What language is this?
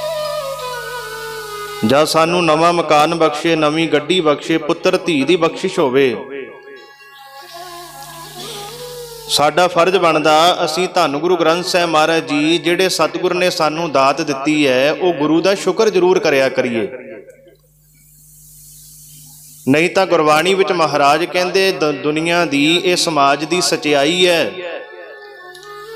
Punjabi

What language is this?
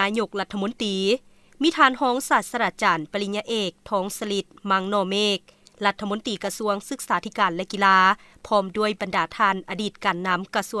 Lao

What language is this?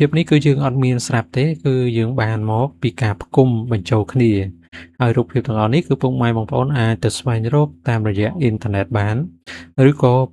Khmer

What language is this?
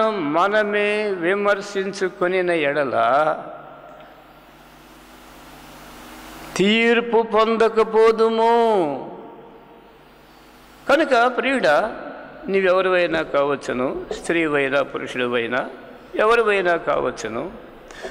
Telugu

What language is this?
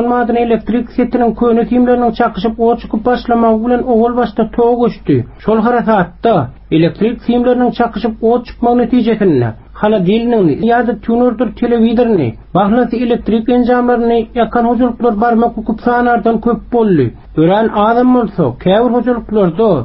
Turkmen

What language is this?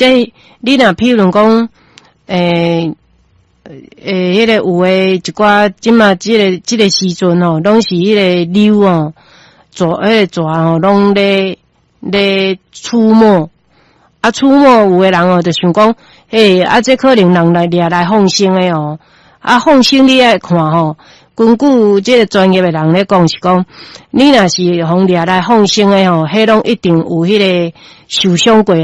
Min Nan Chinese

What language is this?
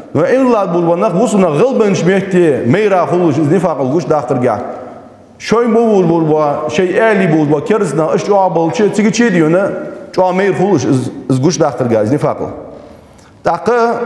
Ingush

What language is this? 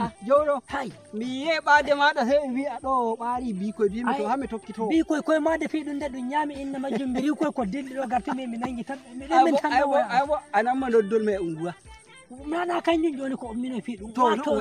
Nigerian Fulfulde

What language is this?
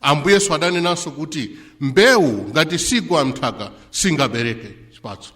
Nyanja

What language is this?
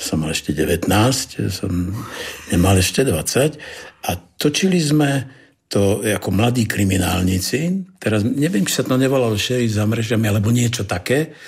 Slovak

